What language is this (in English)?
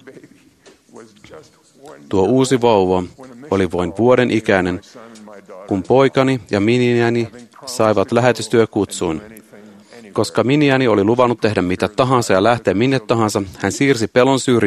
Finnish